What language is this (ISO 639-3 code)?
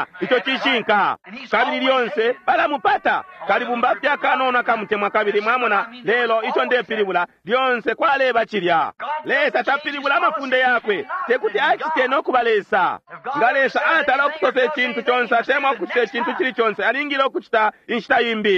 bem